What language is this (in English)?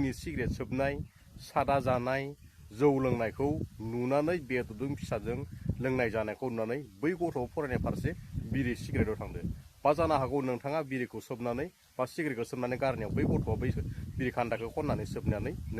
Bodo